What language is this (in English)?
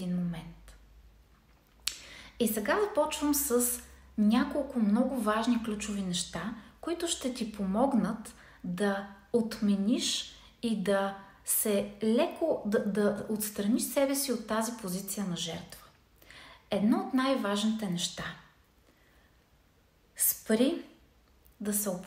Bulgarian